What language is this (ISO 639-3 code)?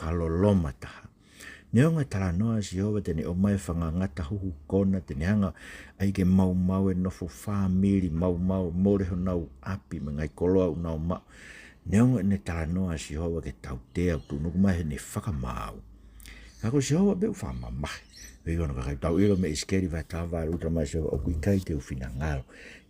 ton